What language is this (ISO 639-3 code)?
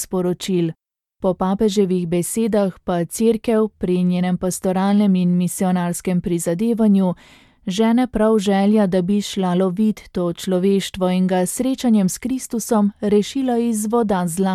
slv